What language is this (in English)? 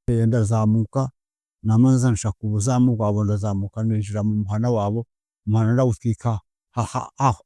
Kinyarwanda